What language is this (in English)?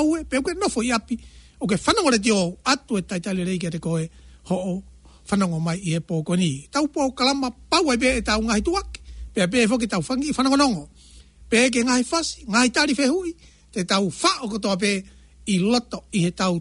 Tongan